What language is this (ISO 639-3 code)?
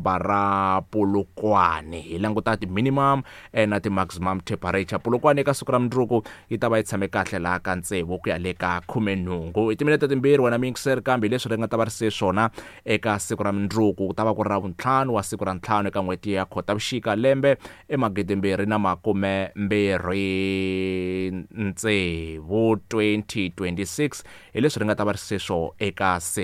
tso